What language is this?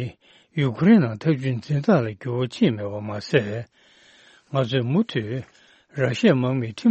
Tibetan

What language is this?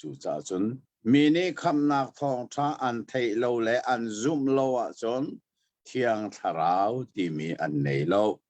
Hakha Chin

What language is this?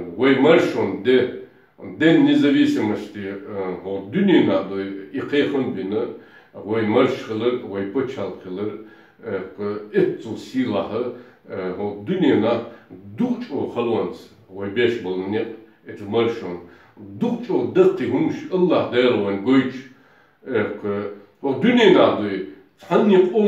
Chechen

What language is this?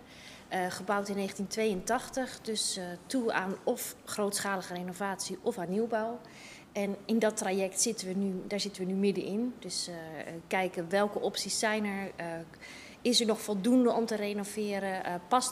Dutch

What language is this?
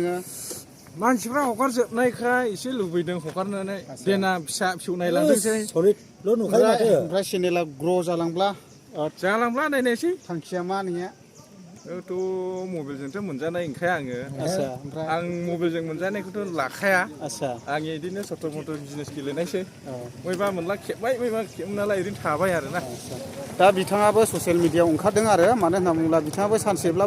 Bodo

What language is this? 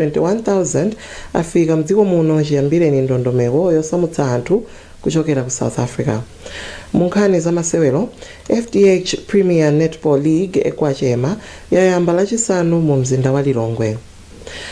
Nyanja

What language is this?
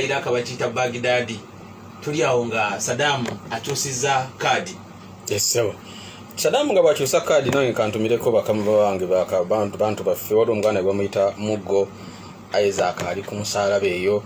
Ganda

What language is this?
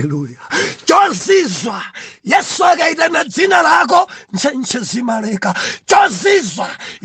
Nyanja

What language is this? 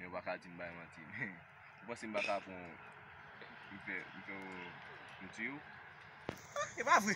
Haitian Creole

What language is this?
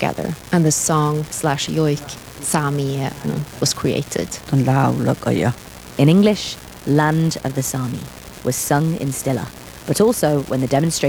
English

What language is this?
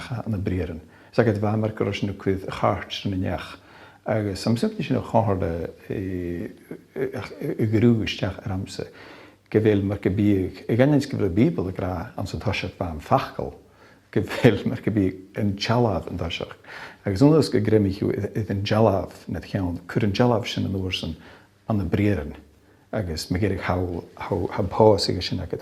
Scottish Gaelic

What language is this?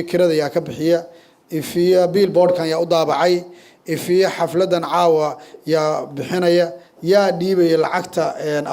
Somali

